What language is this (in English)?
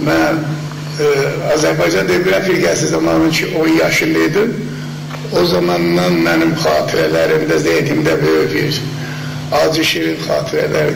South Azerbaijani